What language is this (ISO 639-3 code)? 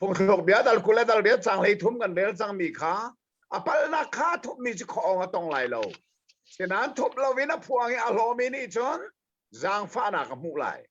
cnh